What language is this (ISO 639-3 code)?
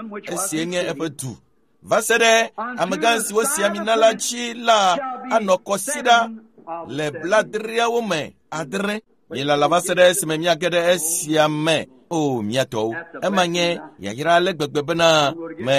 ewe